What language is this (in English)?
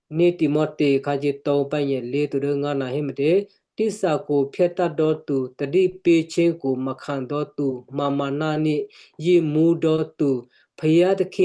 Western Kayah